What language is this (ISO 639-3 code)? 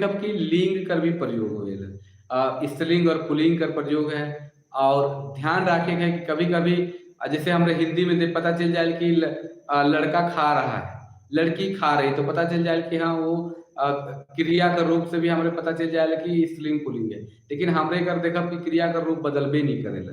sck